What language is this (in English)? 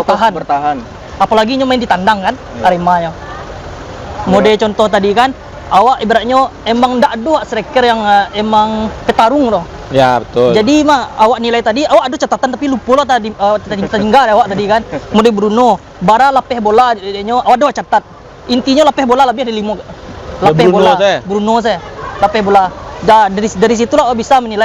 Minangkabau